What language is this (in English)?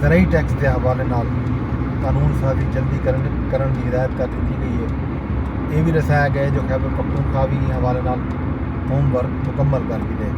Saraiki